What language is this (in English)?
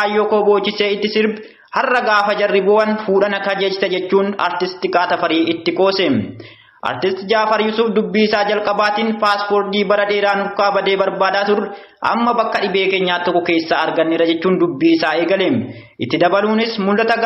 Oromo